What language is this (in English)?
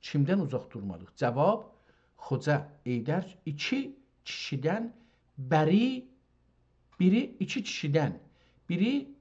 South Azerbaijani